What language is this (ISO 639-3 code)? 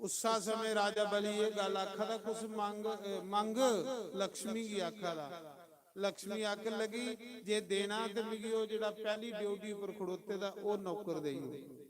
doi